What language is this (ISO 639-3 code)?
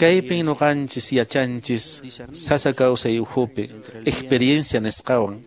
que